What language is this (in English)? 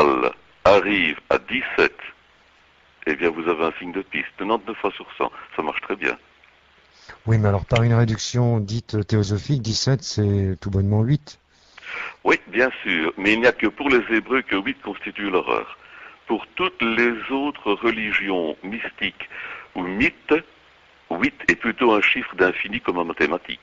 French